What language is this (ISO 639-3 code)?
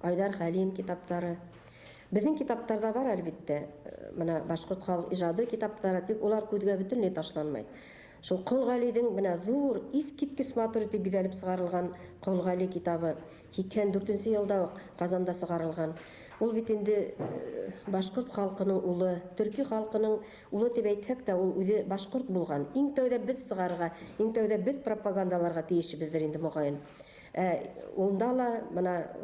bak